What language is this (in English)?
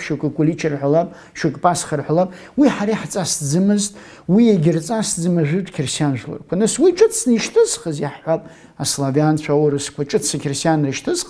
Abkhazian